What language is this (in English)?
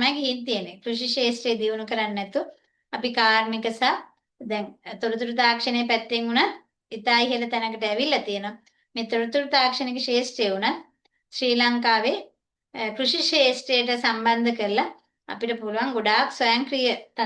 Sinhala